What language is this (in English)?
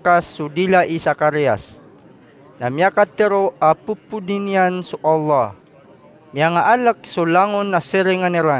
Maranao